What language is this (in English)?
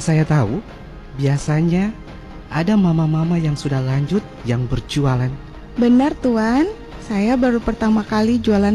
Indonesian